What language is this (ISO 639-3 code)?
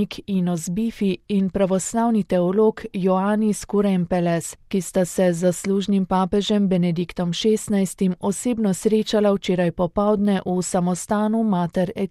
slv